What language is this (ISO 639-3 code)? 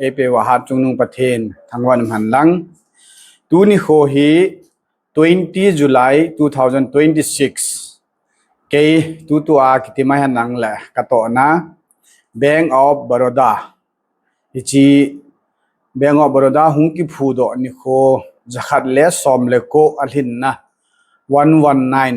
tcz